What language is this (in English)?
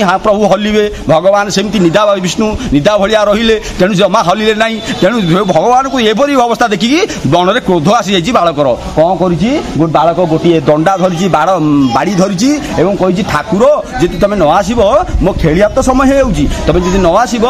Odia